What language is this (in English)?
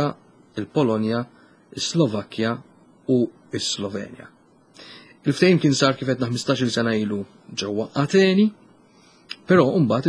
Maltese